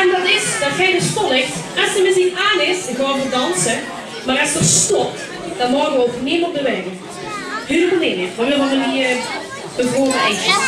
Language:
Limburgish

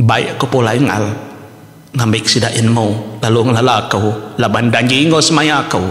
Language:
Iban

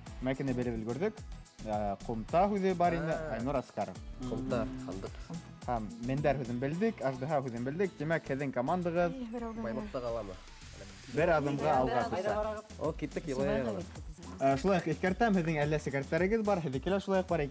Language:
Bashkir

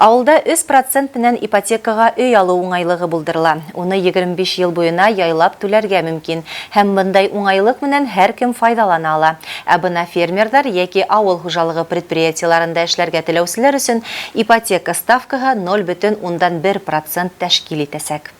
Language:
Bashkir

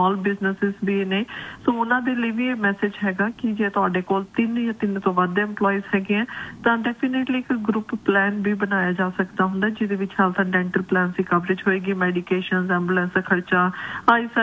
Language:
Punjabi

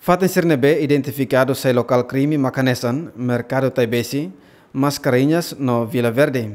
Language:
Tetum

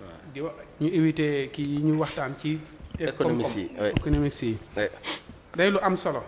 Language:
Wolof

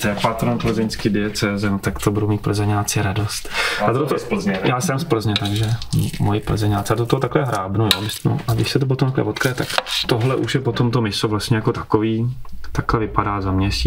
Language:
Czech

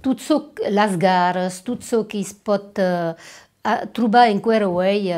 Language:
Occitan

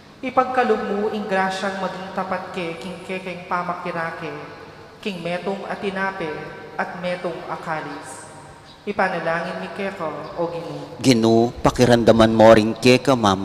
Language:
Pampanga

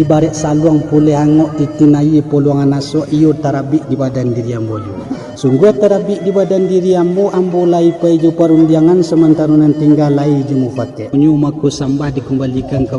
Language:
Minangkabau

